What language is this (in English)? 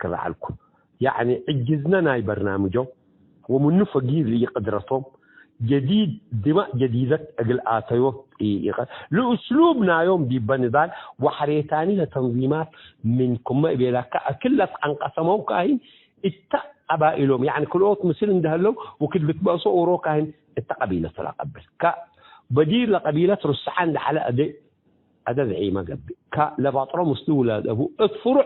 Tigre